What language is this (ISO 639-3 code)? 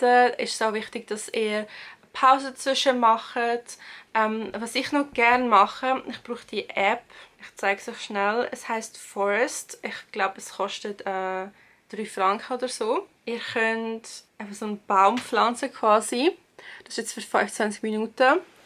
gsw